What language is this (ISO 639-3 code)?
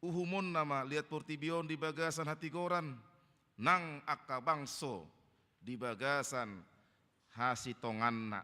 bbc